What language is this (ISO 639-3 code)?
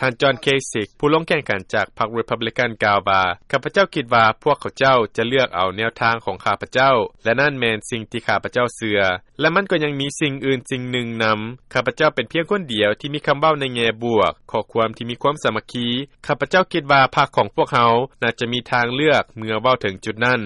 lao